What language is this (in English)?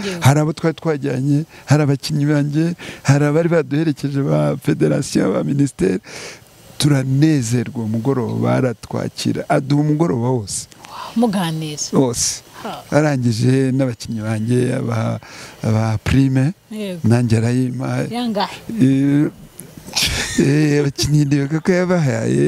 Kinyarwanda